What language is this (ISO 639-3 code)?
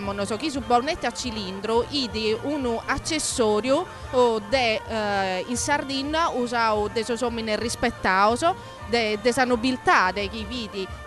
srd